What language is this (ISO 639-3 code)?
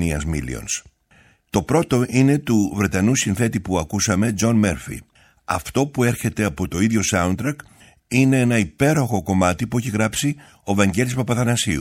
ell